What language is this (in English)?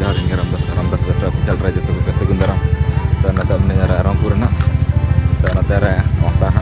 Santali